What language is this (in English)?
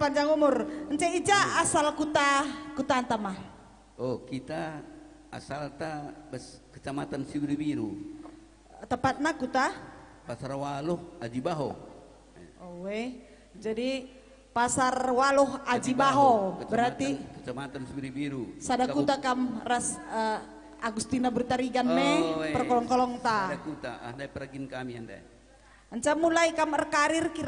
Batak Karo